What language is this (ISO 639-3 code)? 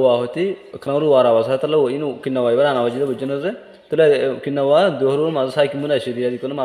rhg